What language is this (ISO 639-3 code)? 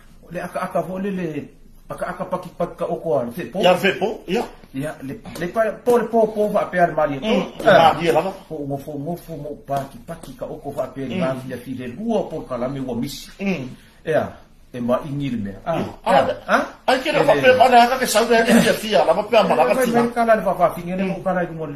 smo